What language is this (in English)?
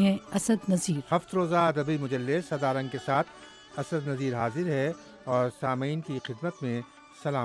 Urdu